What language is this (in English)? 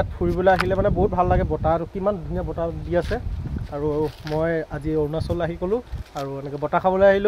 Assamese